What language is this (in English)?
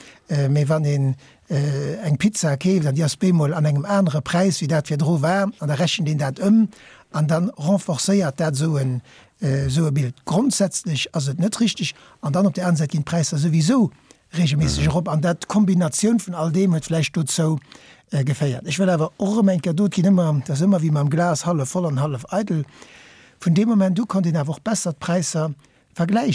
Luxembourgish